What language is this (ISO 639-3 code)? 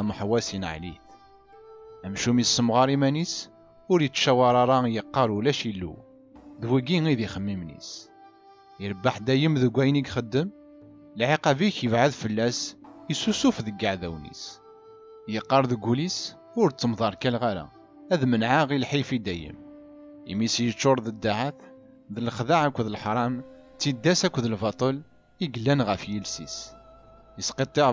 kab